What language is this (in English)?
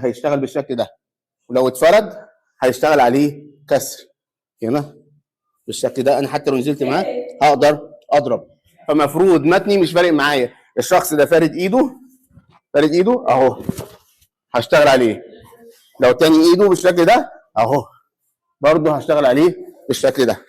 Egyptian Arabic